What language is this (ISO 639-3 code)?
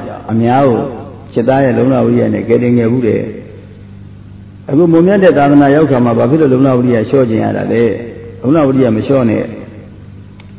mya